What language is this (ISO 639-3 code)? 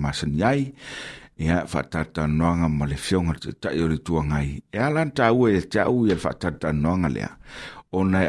smo